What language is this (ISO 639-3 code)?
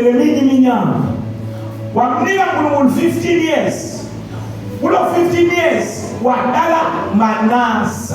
zul